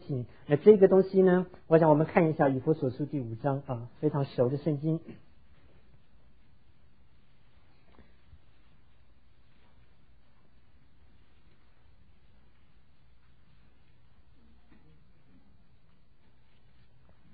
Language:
Chinese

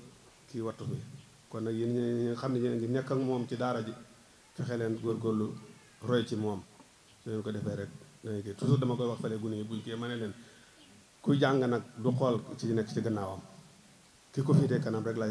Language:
Wolof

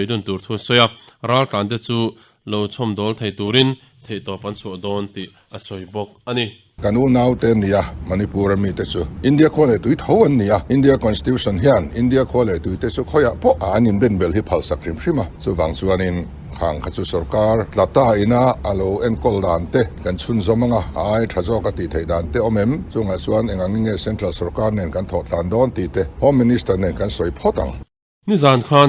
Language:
Mizo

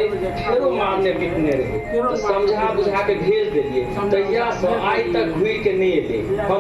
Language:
Maithili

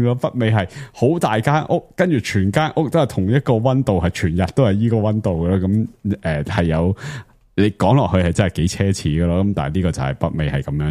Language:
Cantonese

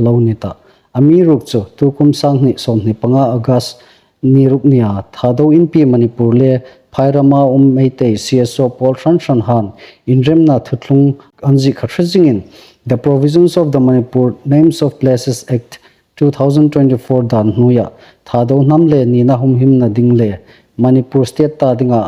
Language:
Hmar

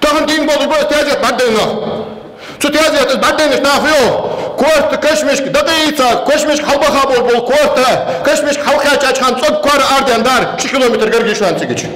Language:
Ingush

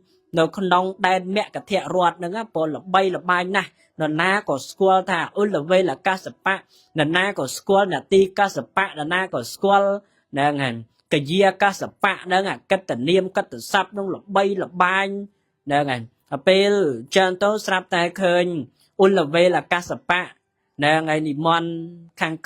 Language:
Khmer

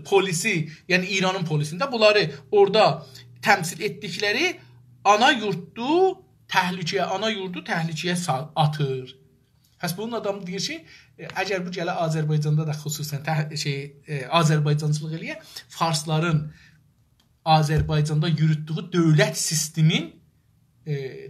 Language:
South Azerbaijani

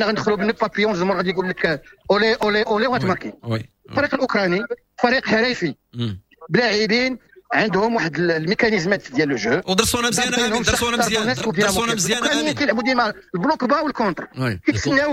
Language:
Moroccan Arabic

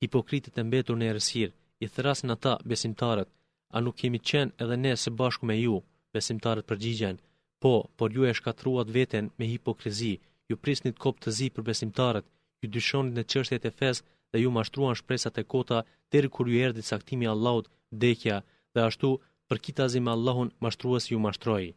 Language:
Albanian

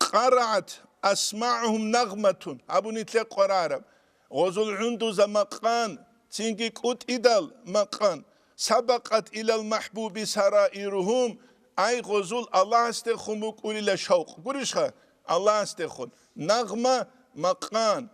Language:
Avaric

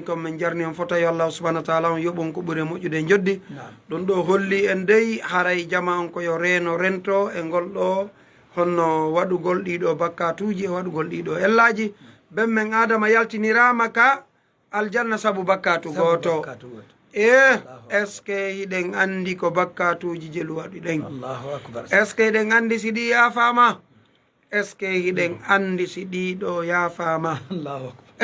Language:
Fula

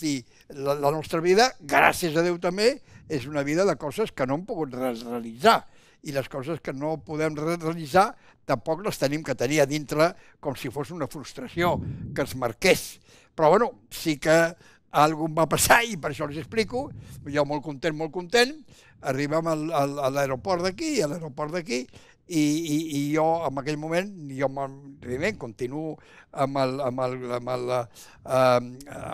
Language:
Catalan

